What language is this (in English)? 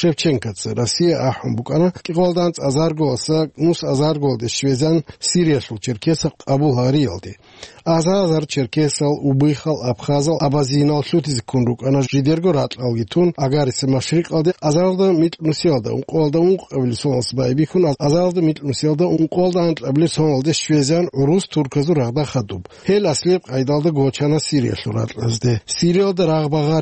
Avaric